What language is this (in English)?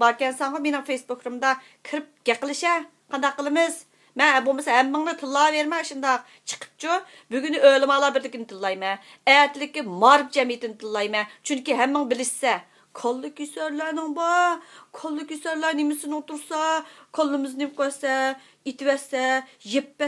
Uyghur